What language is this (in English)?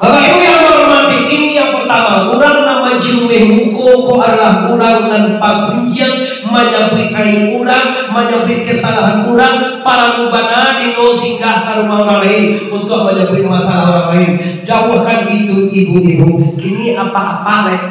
Minangkabau